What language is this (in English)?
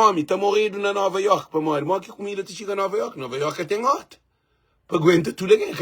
Kabuverdianu